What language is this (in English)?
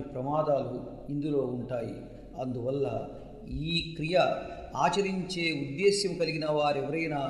Telugu